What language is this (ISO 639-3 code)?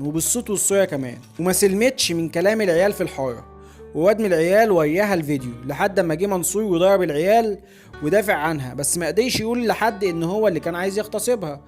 arz